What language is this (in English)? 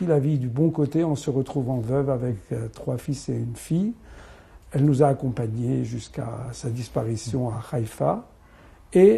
French